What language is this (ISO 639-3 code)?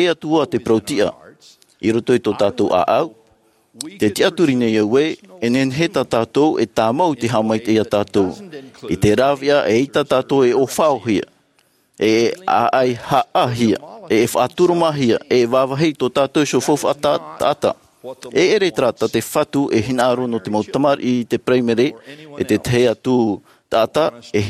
tah